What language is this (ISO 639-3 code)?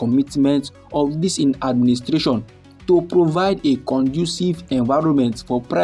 pcm